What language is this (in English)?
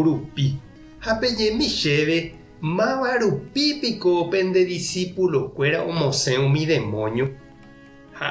Guarani